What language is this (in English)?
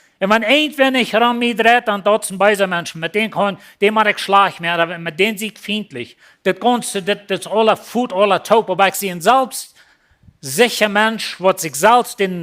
Plautdietsch